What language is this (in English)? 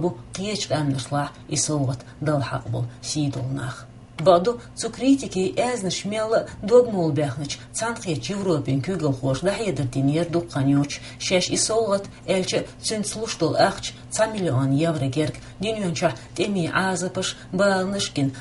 Chechen